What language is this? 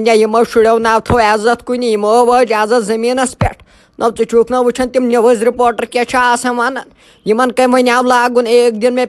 Kashmiri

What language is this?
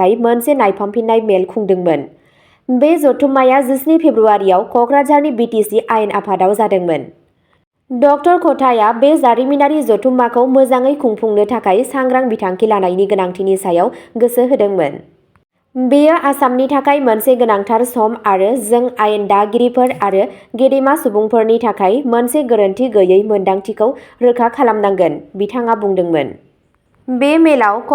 Bodo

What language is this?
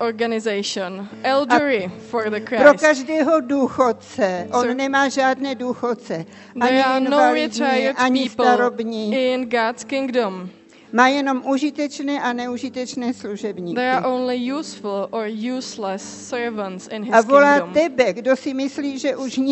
Czech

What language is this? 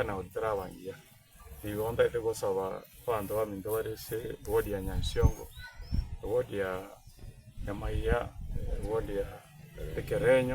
Gusii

